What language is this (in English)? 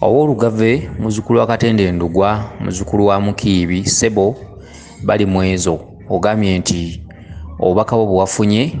Ganda